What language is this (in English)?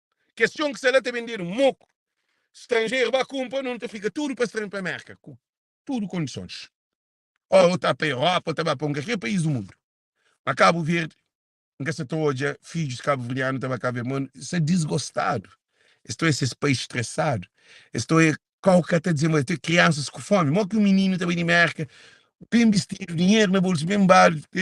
Kabuverdianu